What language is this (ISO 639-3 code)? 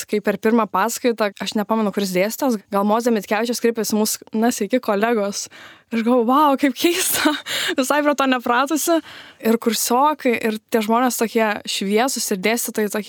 lit